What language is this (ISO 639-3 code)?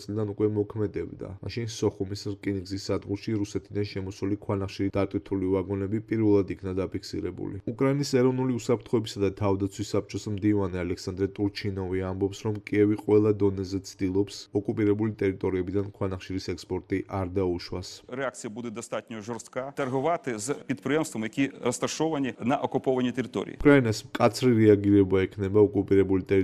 kat